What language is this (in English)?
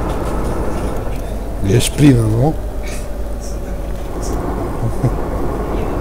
Romanian